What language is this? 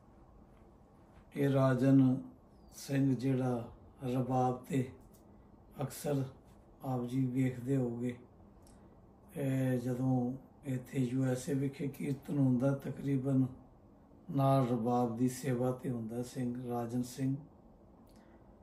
Punjabi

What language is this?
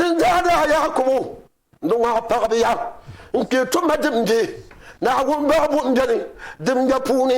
Dagbani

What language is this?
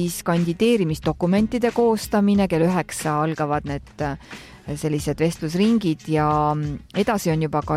Estonian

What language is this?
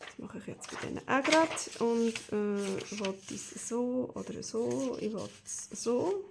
Swiss German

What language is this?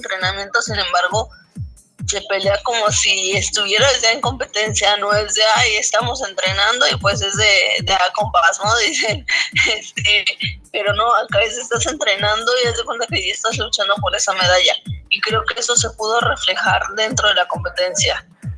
Spanish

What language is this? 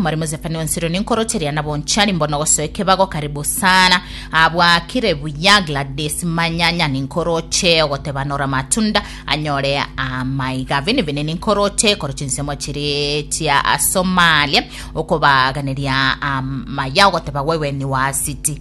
Gusii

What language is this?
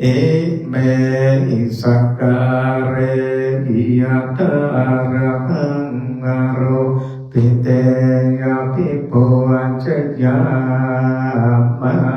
Pali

